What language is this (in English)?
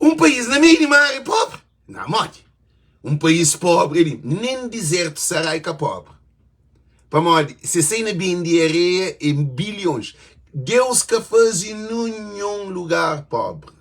Kabuverdianu